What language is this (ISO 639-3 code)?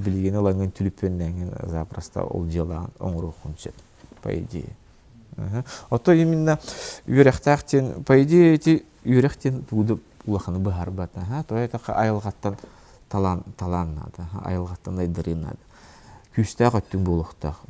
sah